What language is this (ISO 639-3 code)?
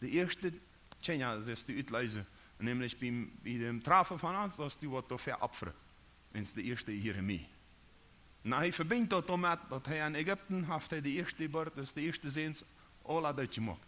pdt